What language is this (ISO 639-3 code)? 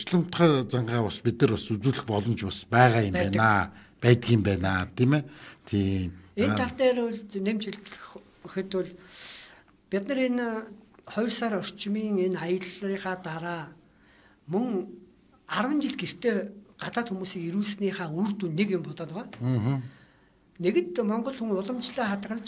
mon